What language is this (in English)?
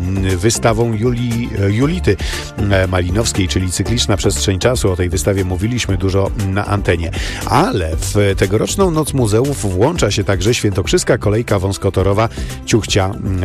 Polish